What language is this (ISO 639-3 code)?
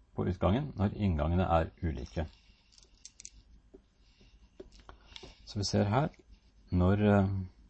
nor